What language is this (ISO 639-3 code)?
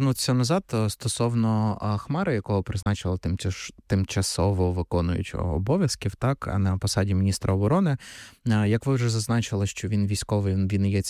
ukr